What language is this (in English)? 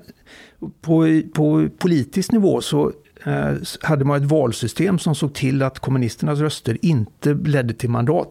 Swedish